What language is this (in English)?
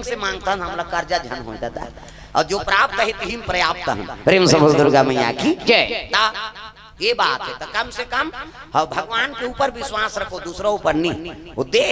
Chhattisgarhi